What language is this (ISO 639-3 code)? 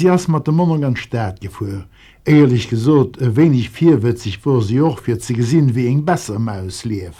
ltz